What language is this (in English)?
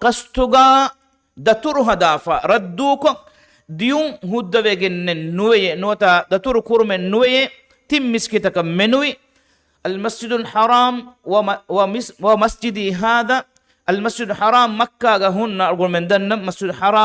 Divehi